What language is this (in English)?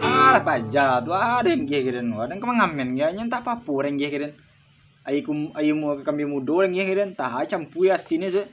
Minangkabau